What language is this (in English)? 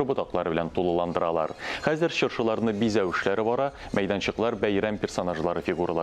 Tatar